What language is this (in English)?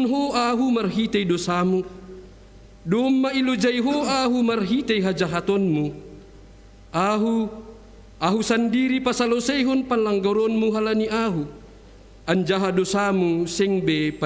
Batak Simalungun